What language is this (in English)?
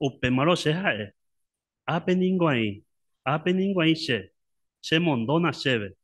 Guarani